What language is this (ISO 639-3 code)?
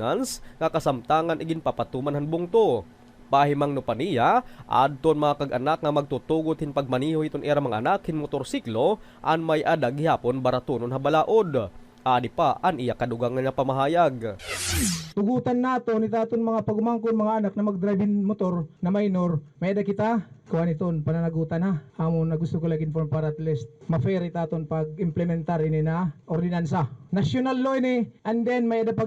war